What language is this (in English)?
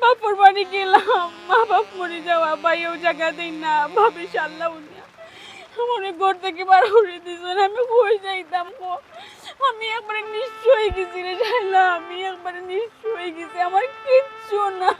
Sylheti